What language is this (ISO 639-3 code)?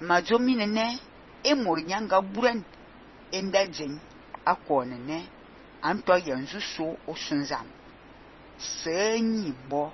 fan